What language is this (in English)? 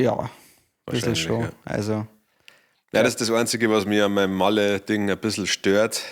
Bavarian